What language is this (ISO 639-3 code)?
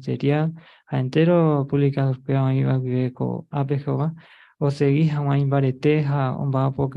grn